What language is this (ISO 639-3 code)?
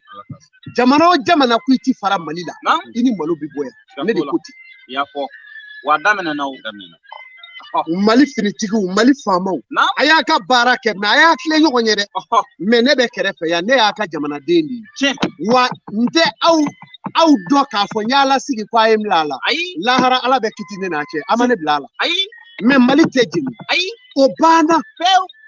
bam